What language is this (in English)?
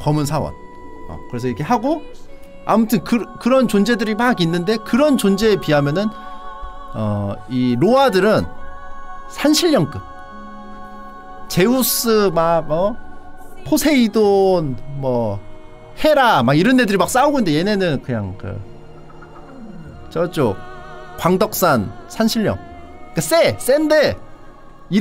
Korean